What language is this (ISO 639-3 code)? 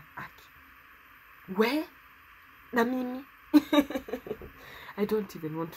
swa